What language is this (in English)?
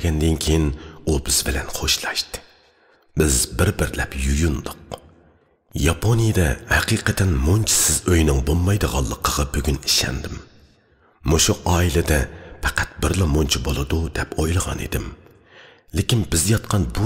Uyghur